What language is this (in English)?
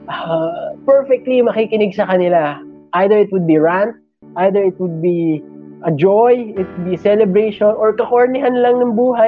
Filipino